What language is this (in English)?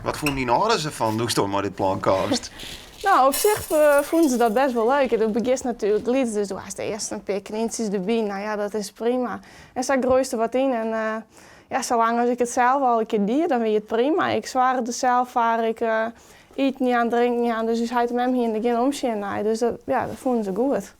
Western Frisian